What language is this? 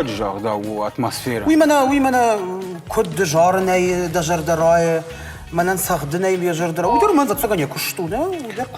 Ossetic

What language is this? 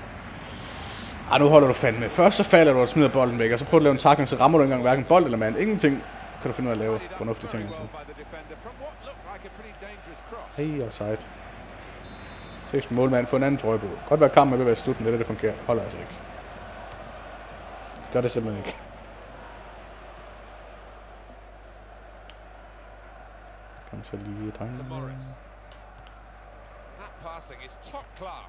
Danish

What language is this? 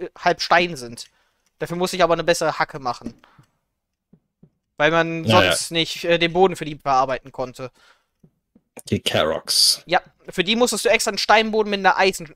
German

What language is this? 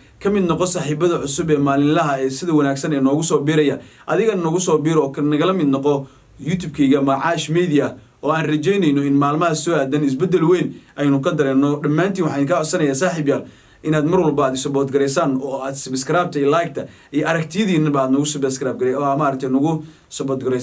Somali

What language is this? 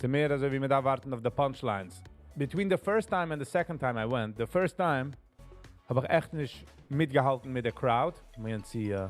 Yiddish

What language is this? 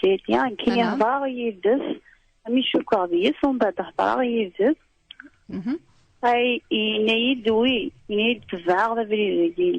Kabyle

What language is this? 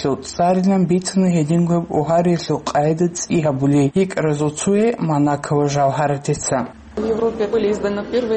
Avaric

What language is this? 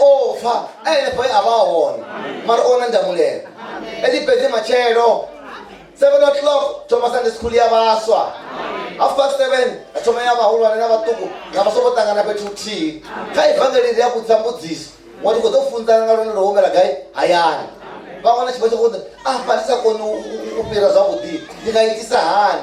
Venda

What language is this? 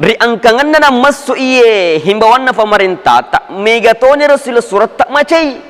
Buginese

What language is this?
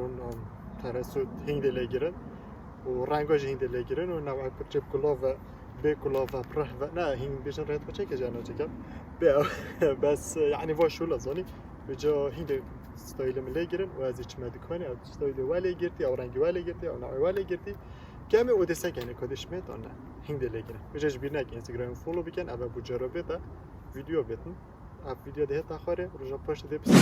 Kurdish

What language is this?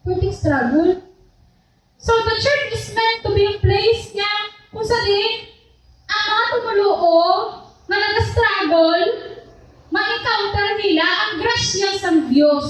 Hiligaynon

